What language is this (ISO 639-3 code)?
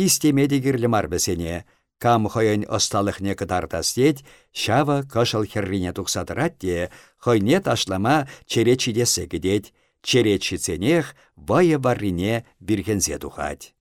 chv